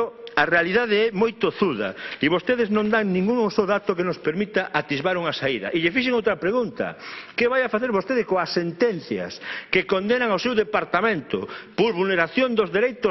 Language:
Galician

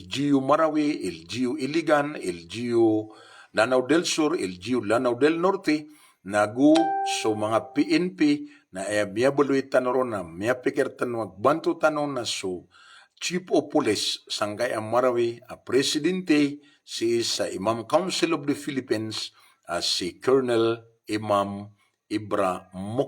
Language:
Maranao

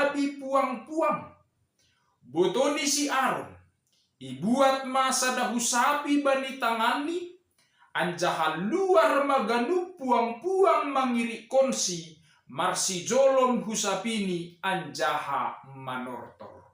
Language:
Batak Simalungun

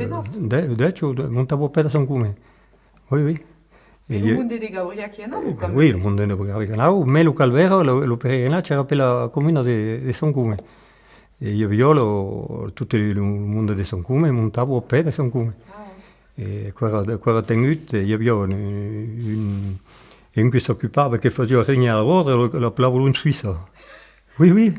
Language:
Occitan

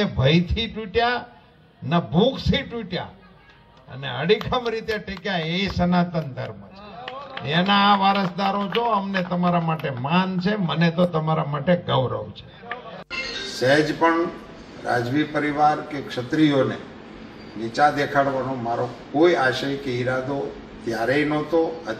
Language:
Gujarati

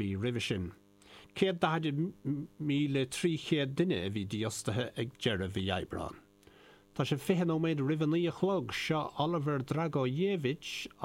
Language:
Irish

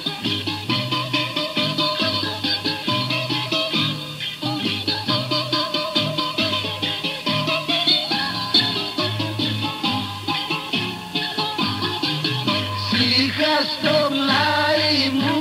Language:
Greek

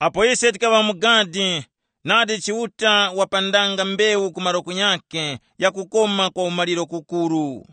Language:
Tumbuka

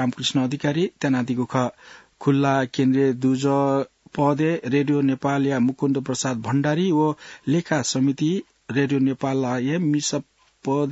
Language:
Newari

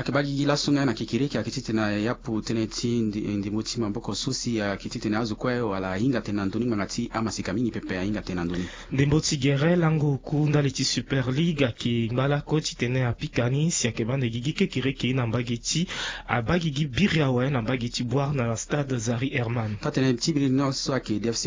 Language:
Sango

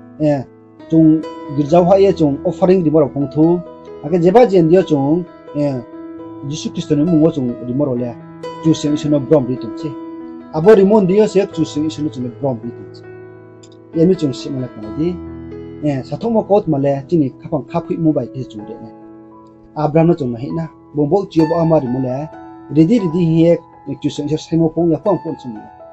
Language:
Riang (India)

